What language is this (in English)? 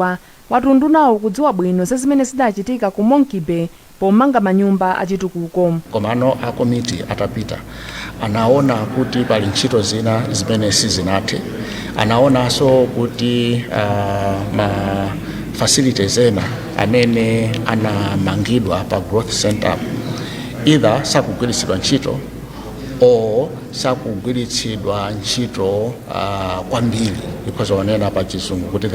Nyanja